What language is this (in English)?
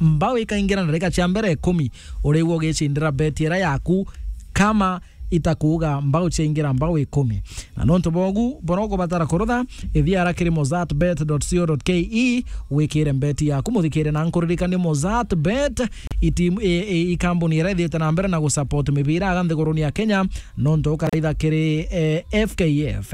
Meru